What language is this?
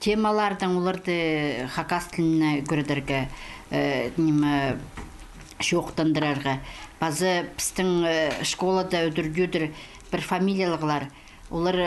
Khakas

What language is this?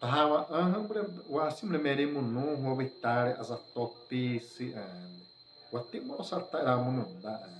Xavánte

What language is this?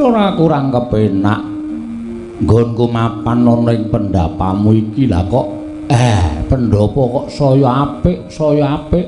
Javanese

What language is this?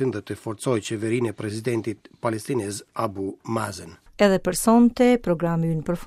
Albanian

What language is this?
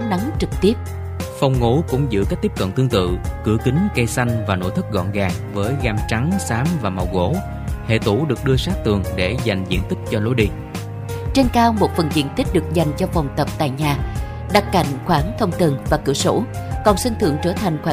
Vietnamese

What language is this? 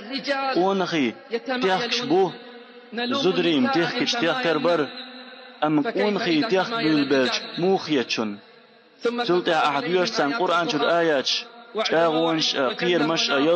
Chechen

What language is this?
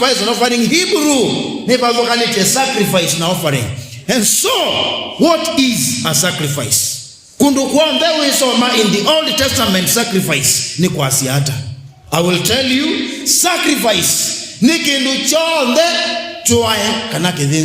Kamba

